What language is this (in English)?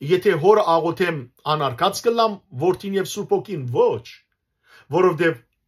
Western Armenian